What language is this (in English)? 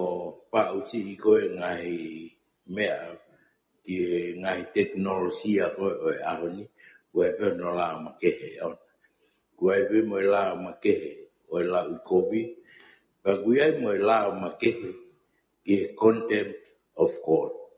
Tongan